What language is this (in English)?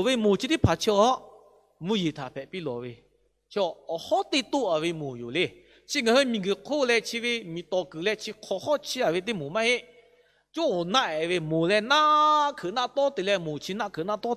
Lahu